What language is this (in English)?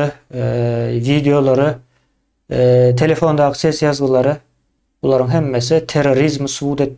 Turkmen